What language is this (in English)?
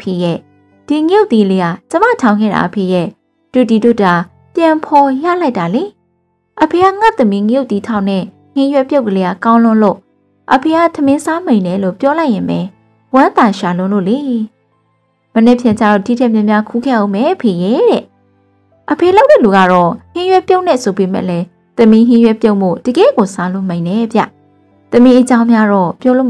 Burmese